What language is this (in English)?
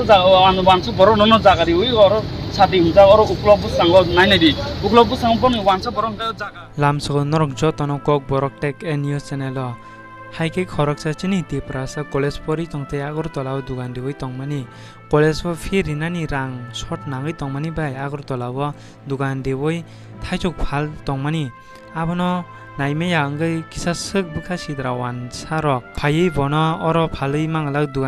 Kok Borok